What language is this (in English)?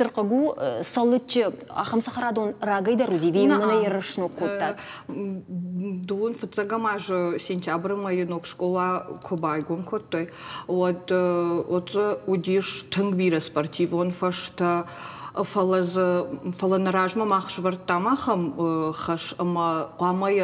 Ossetic